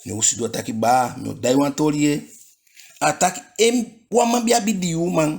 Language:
Eastern Maroon Creole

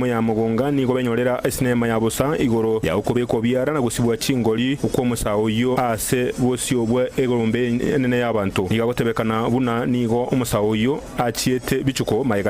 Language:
Gusii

